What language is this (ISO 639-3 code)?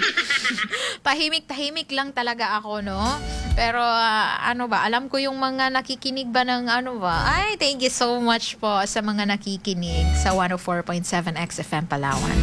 fil